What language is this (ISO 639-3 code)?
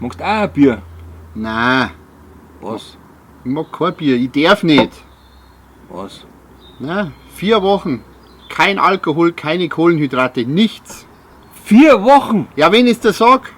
bar